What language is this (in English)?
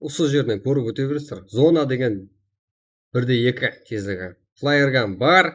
Kara-Kalpak